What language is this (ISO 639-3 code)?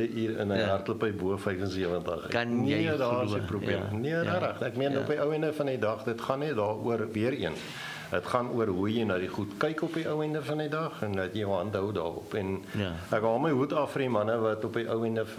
afr